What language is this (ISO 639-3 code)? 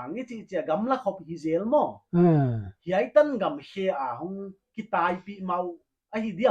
pck